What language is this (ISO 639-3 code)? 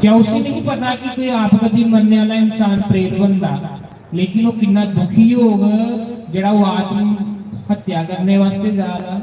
doi